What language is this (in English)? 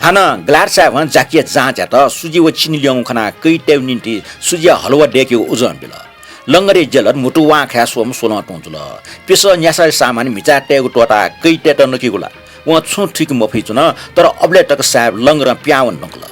Newari